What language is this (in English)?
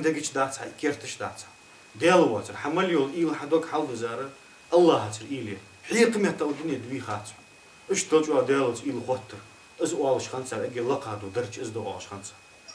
Ingush